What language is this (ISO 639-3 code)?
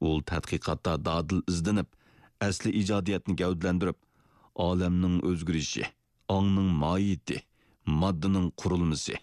uig